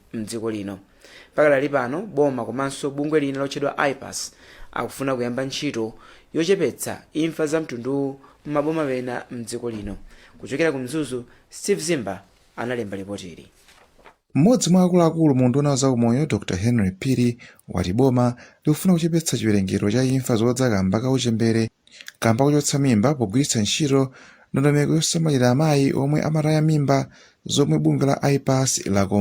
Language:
Nyanja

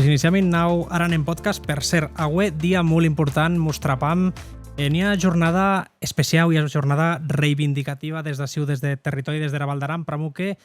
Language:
Occitan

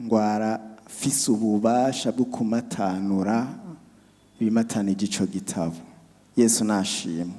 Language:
Rundi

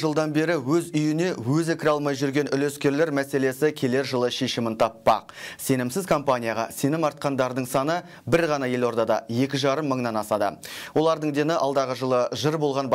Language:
Kazakh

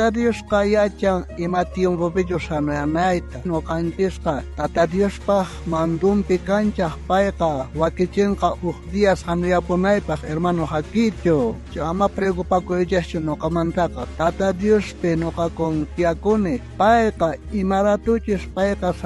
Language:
South Bolivian Quechua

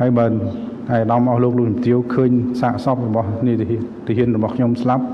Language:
Khmer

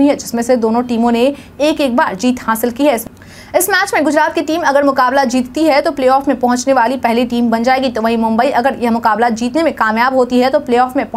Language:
Hindi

